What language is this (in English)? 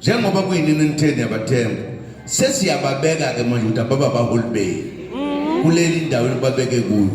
Zulu